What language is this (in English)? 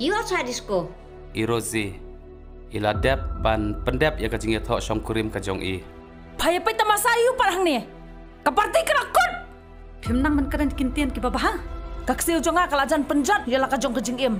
Khasi